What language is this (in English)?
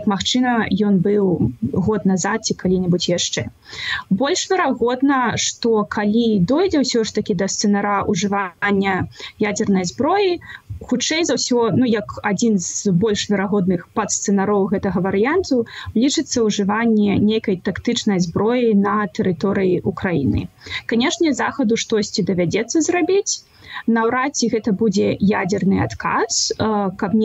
Belarusian